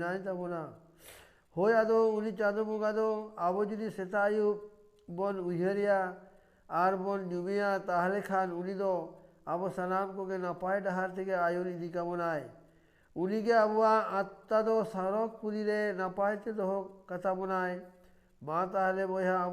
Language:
Santali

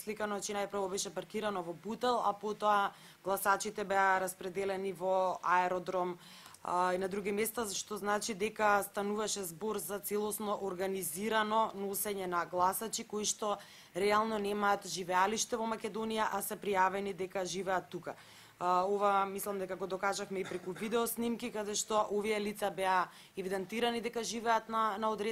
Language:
Macedonian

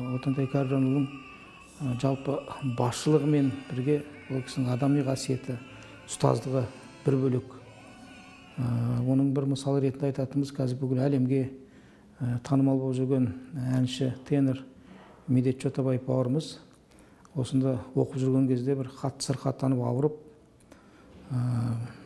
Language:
Kazakh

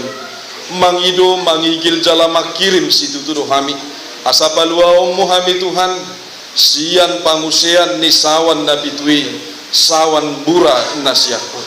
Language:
Batak Toba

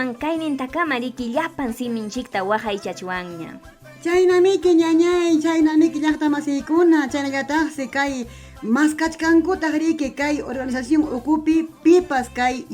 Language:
Ayacucho Quechua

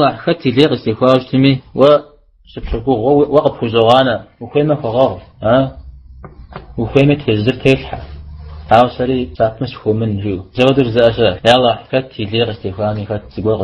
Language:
Kabardian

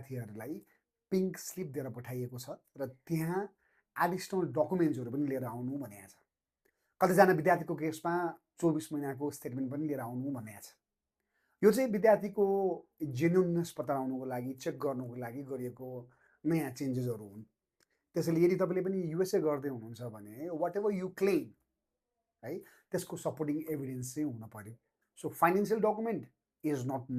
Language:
Nepali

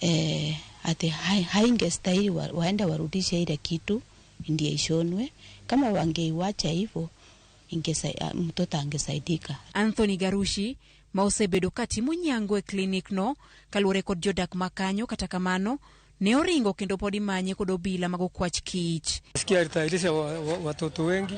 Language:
Luo (Kenya and Tanzania)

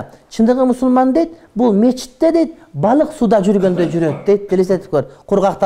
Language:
Kyrgyz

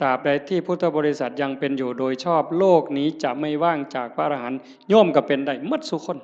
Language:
Northeastern Thai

